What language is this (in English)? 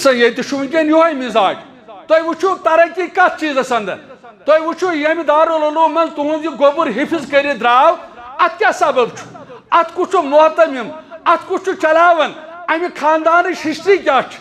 Kashmiri